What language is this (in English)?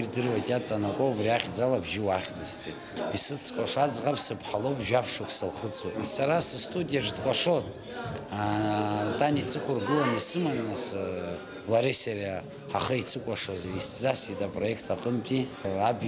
Abkhazian